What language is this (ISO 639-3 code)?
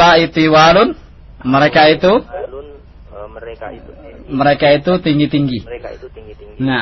ind